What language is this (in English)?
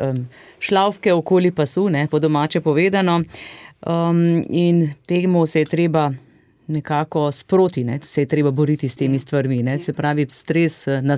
Slovenian